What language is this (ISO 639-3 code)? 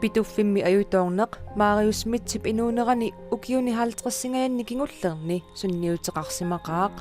kal